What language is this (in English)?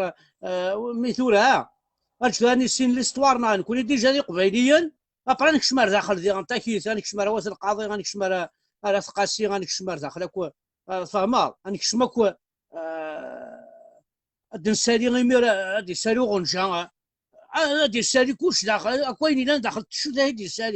Kabyle